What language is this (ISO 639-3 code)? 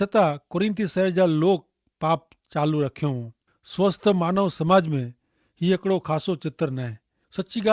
kfr